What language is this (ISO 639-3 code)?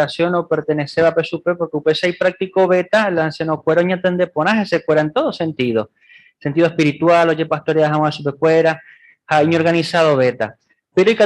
grn